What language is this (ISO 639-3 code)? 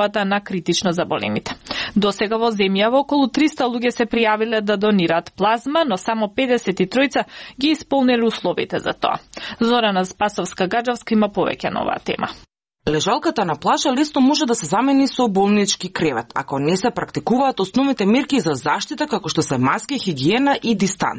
mkd